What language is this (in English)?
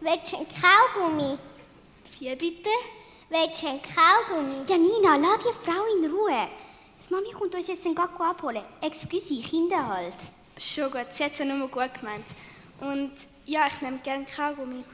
Swiss German